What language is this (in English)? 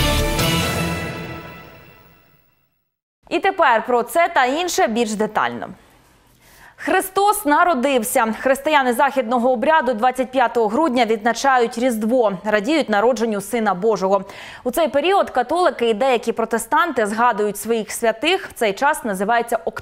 Ukrainian